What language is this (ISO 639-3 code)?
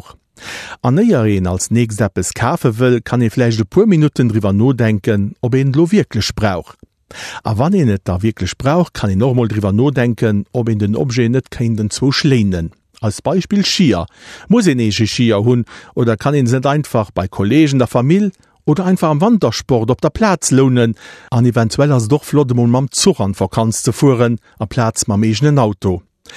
ltz